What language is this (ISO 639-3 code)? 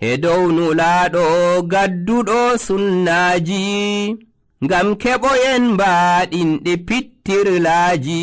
fuv